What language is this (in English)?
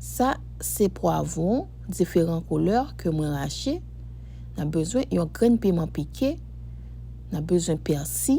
Haitian Creole